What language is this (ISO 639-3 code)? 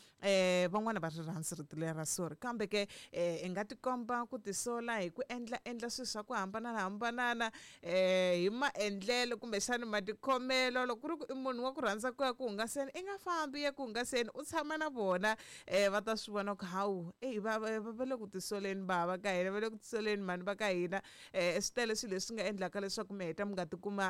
tso